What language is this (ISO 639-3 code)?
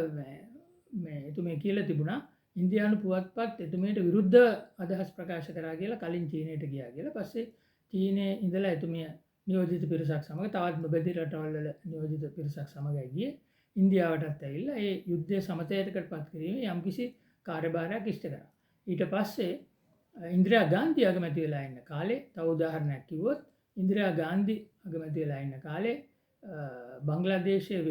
sin